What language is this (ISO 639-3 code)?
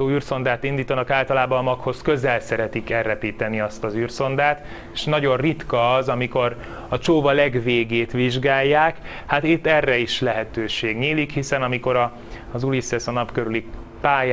hun